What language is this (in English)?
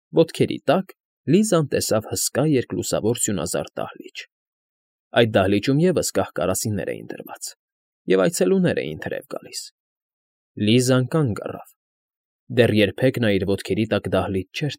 Armenian